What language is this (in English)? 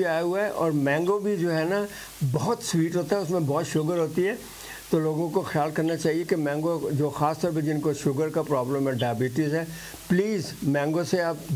Urdu